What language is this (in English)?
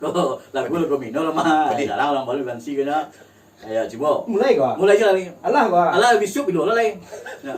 Minangkabau